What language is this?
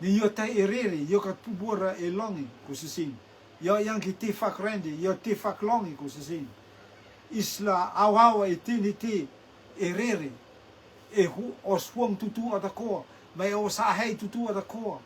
Rotuman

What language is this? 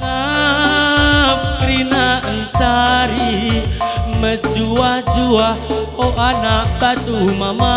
Batak Karo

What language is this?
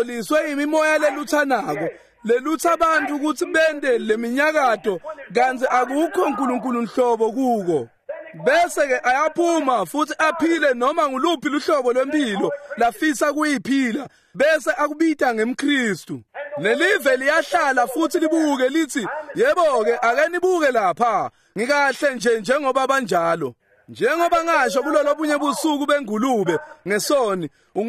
Swati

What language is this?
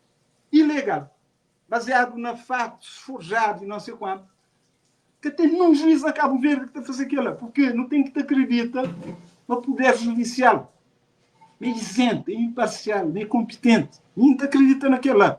Kabuverdianu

